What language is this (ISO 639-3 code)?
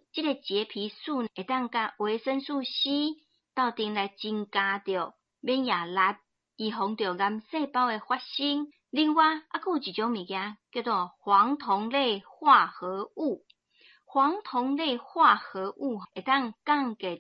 nan